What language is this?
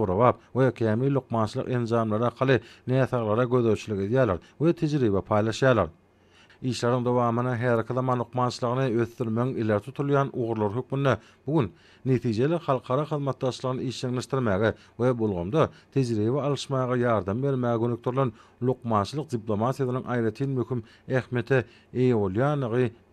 Turkmen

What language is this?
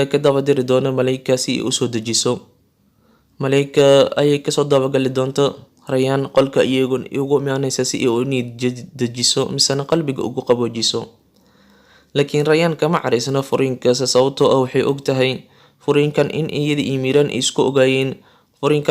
Somali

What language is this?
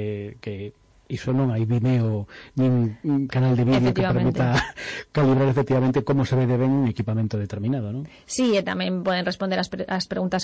Galician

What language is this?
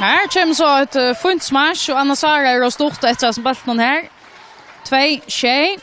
Faroese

